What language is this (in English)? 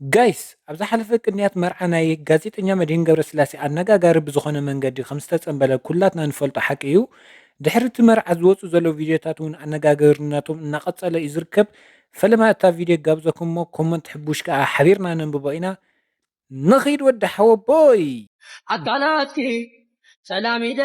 Tigrinya